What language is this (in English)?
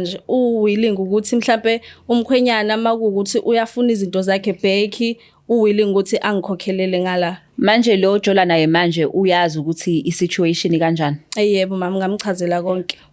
Zulu